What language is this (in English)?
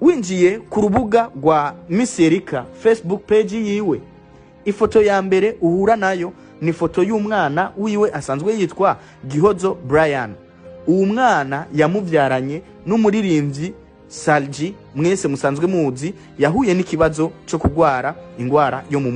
Rundi